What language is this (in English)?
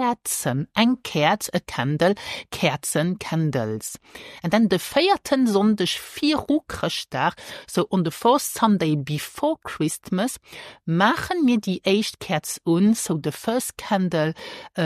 Luxembourgish